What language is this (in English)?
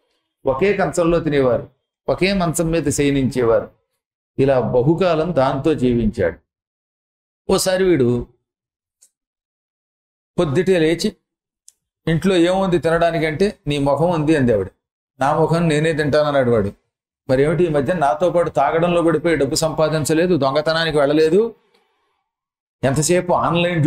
Telugu